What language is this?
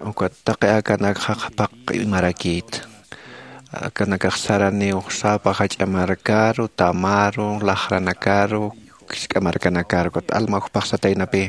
Aymara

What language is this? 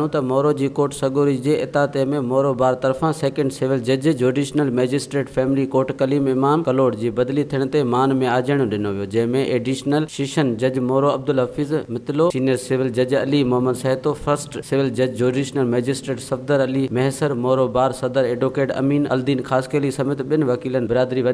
Sindhi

